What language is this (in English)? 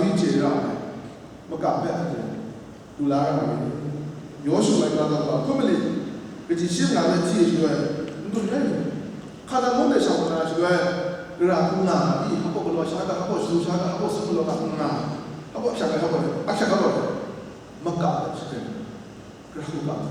Kachin